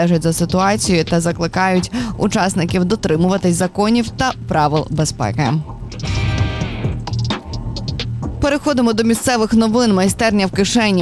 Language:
Ukrainian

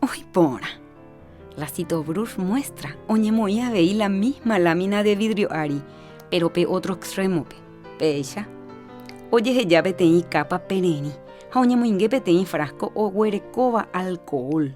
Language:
Guarani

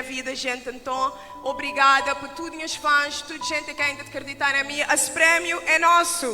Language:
Kabuverdianu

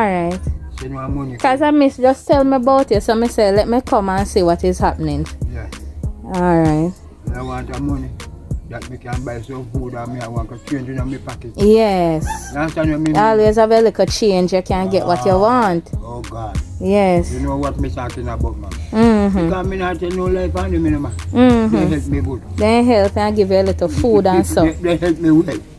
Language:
Jamaican Creole English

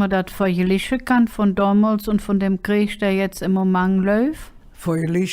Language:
Colognian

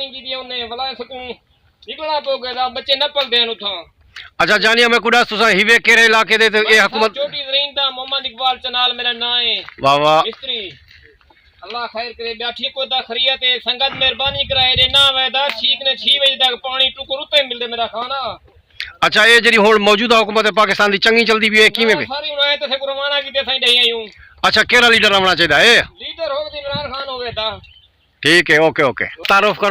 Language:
Saraiki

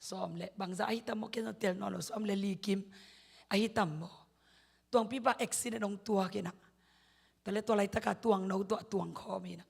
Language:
Tedim Chin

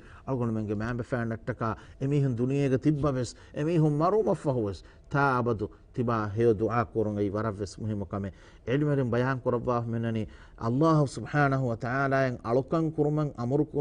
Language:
Divehi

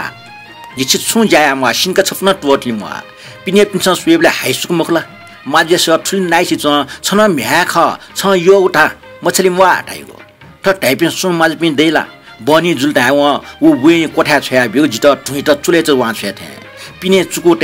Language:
Newari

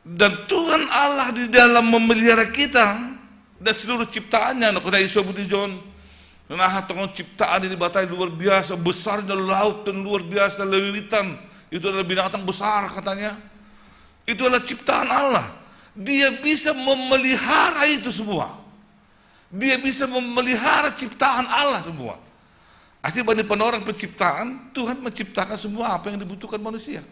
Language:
Batak Simalungun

